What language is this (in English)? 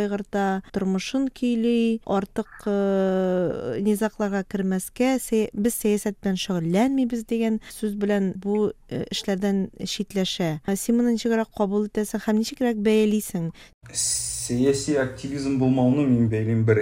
Tatar